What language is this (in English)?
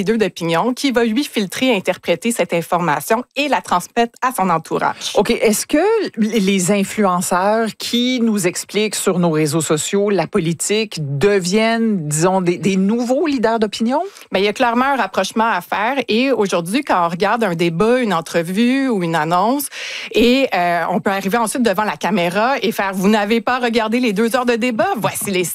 French